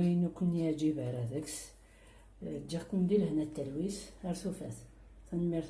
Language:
Kabyle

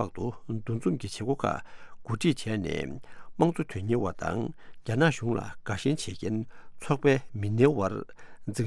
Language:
Tibetan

